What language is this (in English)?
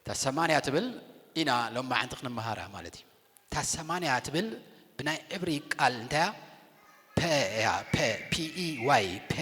Tigrinya